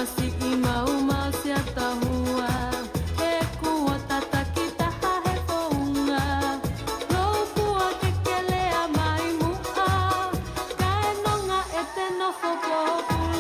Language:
Tongan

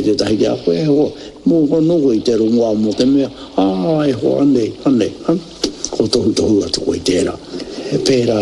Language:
Māori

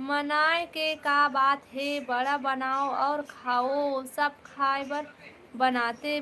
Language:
Chhattisgarhi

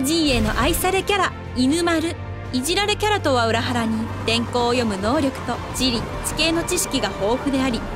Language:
Japanese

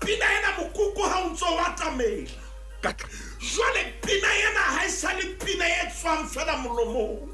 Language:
Southern Sotho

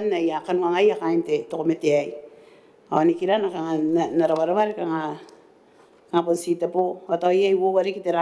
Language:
Gilbertese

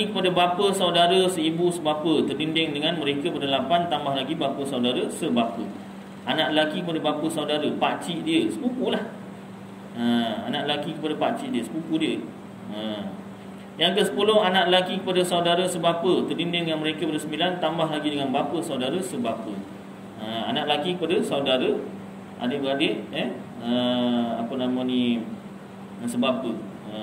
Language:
Malay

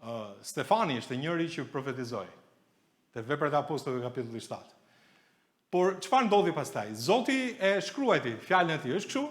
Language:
Albanian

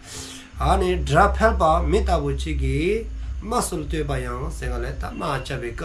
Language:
Dzongkha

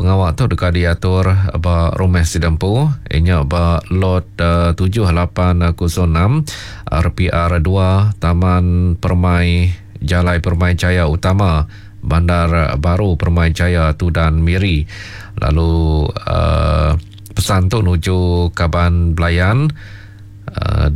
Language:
Iban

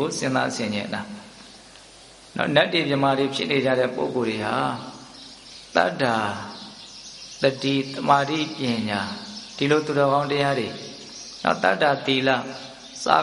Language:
Burmese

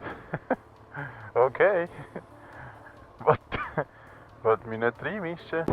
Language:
Swiss German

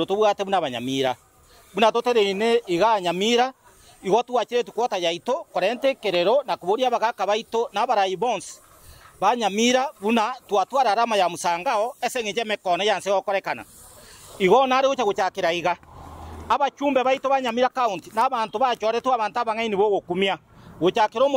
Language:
Gusii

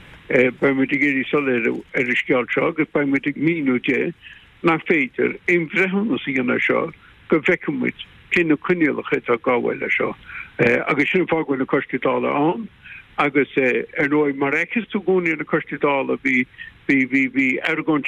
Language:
Irish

